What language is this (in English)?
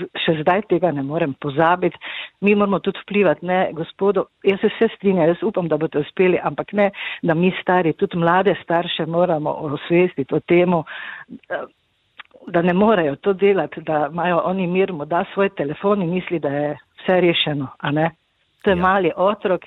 Slovenian